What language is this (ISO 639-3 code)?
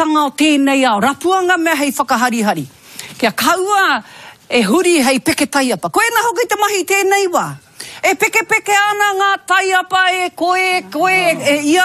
mri